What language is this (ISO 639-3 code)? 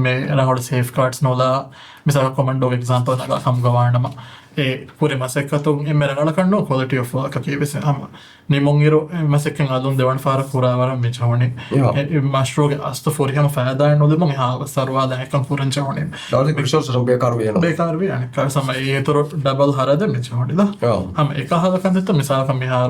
div